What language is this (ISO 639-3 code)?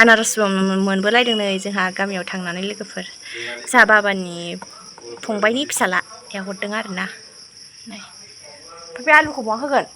brx